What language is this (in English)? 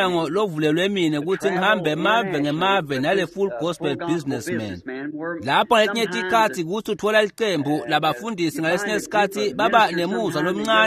Swati